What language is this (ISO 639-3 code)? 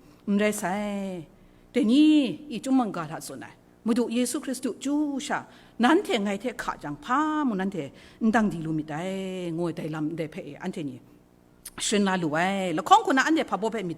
kac